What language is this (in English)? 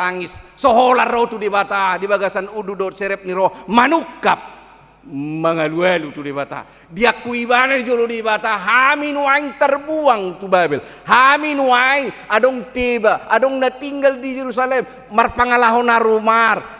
Batak Toba